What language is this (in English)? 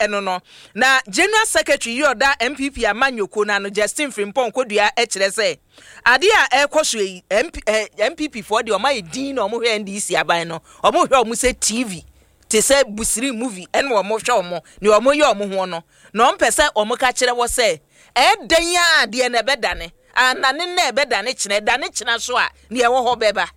Akan